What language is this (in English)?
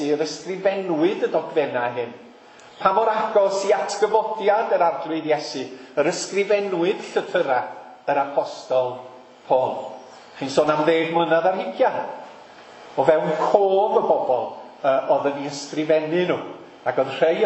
Welsh